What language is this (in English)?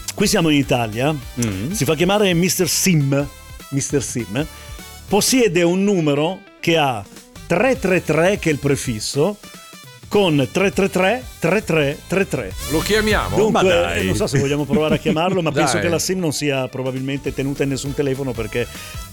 Italian